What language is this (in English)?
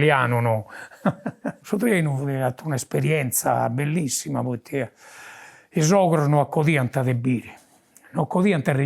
Sardinian